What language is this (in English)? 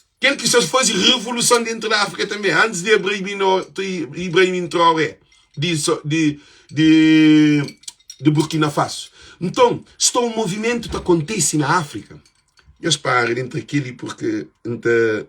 Kabuverdianu